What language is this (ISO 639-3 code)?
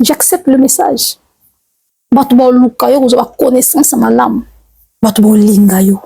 lin